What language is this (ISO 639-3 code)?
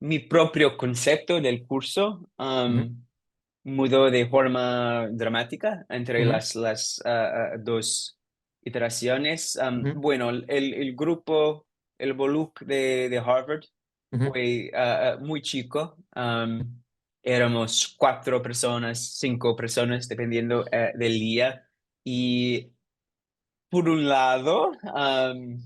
lad